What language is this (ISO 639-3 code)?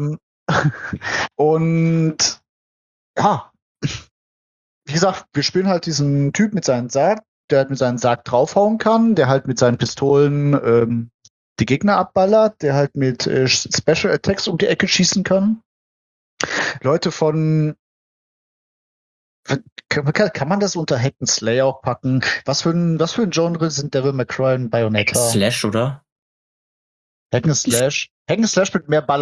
deu